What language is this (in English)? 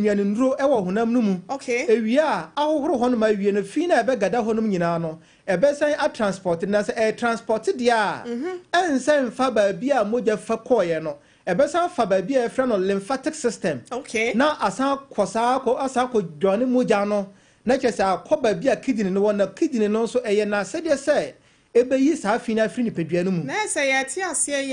Akan